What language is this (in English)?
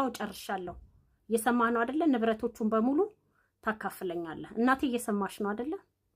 Amharic